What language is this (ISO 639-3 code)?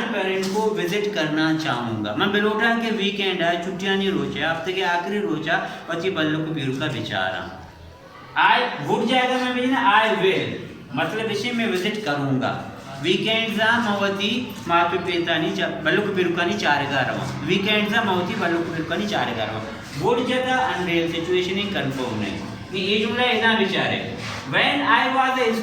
bal